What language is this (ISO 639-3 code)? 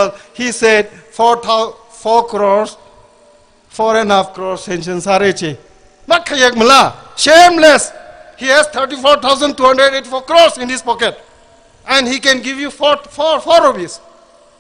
nmf